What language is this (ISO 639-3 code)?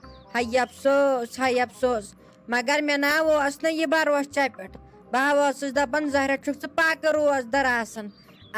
kas